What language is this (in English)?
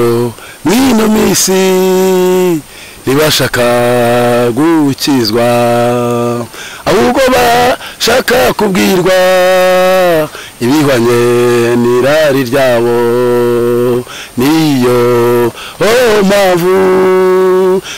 Kinyarwanda